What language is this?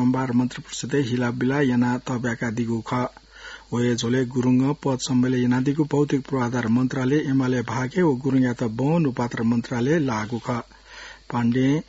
Newari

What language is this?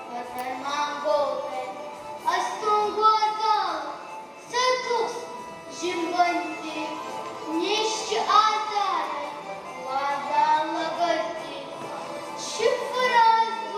Ossetic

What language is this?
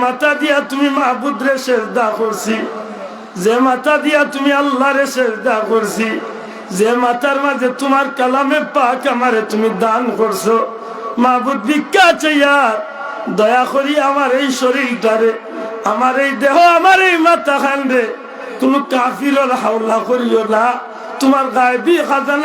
Sylheti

